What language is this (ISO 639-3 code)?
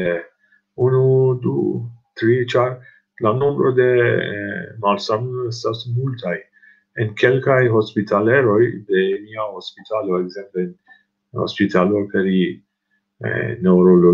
epo